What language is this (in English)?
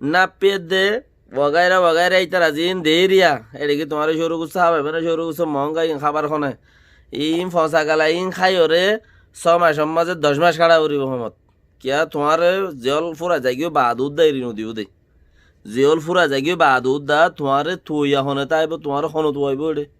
Rohingya